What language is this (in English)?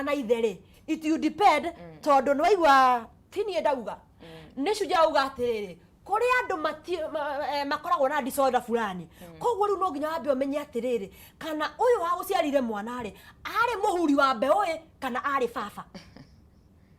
Kikuyu